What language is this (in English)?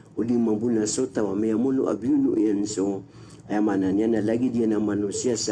Maranao